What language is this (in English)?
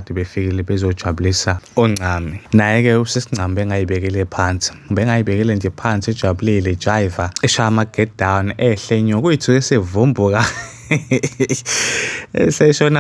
Zulu